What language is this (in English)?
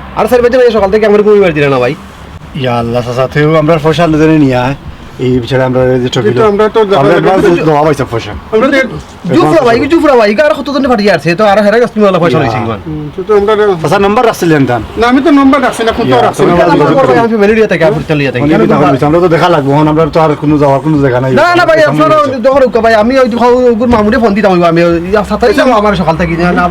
Sylheti